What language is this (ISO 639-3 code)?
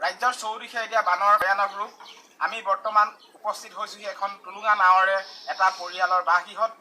asm